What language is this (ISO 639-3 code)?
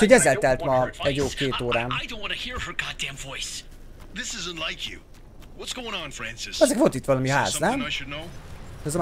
hun